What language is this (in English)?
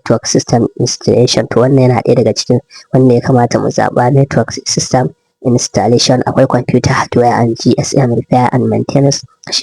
Hausa